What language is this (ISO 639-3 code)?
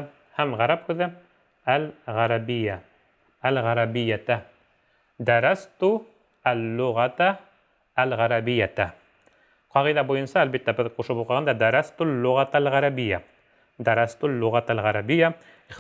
bak